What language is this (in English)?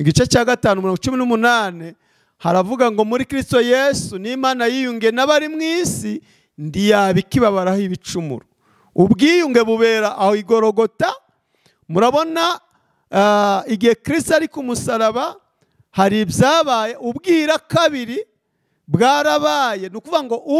Kinyarwanda